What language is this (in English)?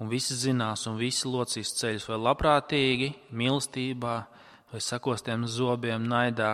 Latvian